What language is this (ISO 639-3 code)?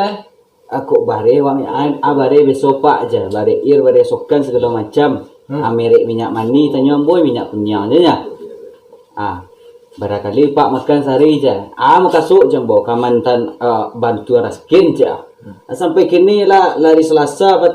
min